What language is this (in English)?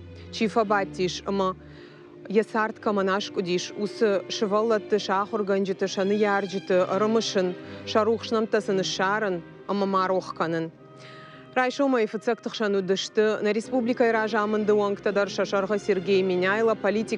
Ossetic